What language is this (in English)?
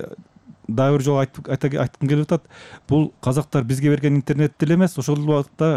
Kyrgyz